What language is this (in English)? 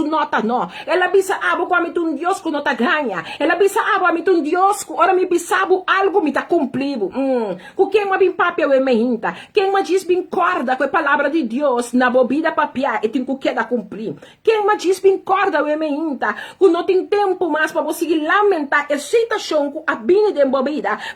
Papiamento